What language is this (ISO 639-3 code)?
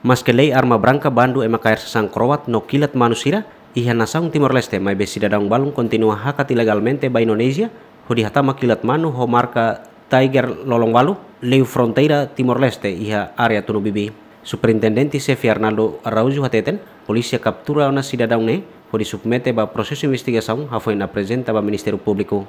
tet